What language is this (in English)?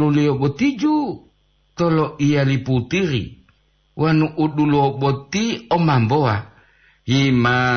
Gorontalo